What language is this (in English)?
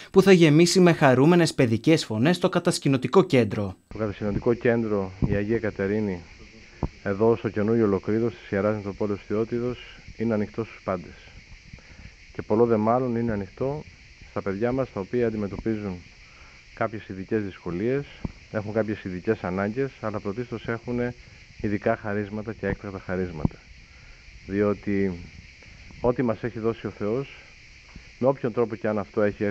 Greek